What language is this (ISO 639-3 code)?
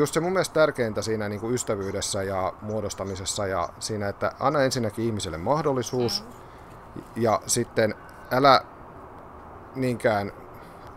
fin